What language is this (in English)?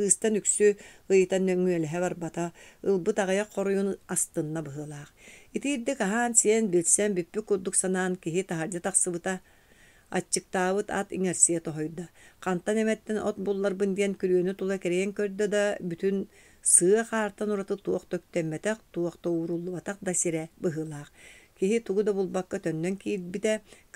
Yakut